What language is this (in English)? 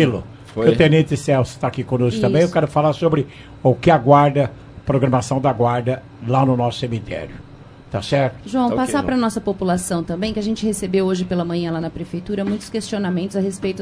Portuguese